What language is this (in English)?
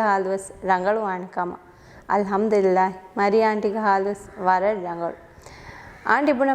Divehi